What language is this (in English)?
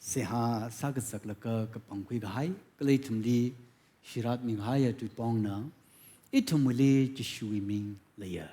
Tangkhul Naga (India)